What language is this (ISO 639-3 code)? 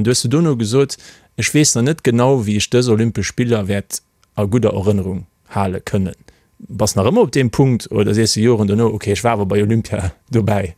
ltz